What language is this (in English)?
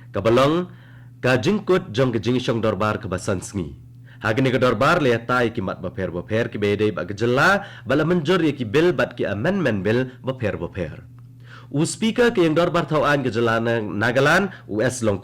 Khasi